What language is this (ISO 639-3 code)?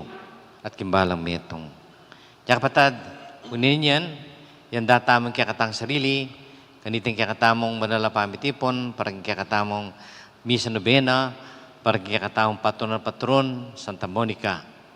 pam